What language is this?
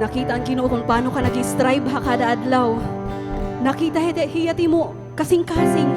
Waray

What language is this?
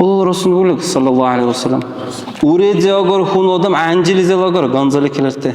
Dargwa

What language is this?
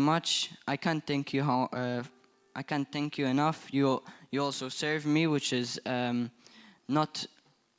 English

